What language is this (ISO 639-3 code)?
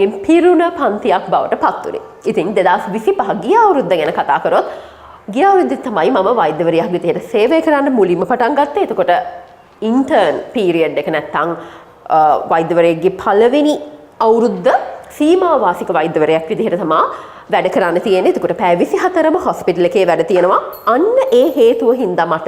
sin